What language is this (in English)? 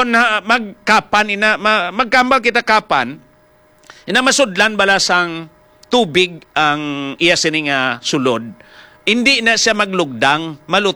Hiligaynon